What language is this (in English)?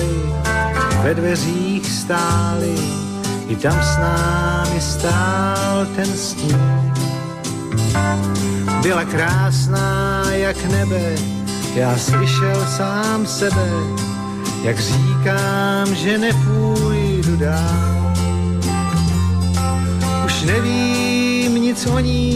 Czech